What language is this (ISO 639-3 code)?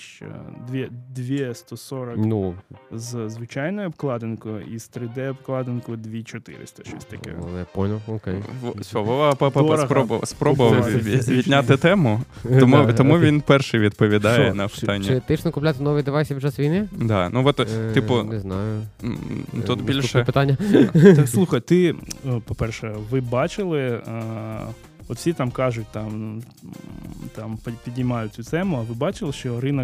ukr